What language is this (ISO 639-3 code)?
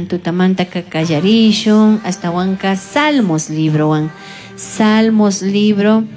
qug